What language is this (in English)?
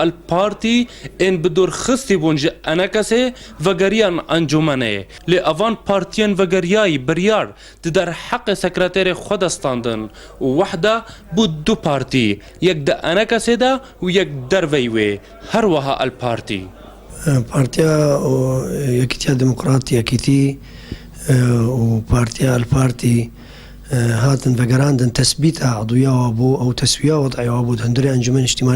Kurdish